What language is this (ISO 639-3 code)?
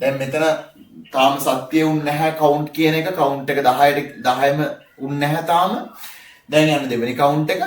sin